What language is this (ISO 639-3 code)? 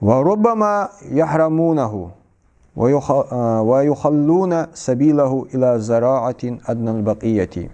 inh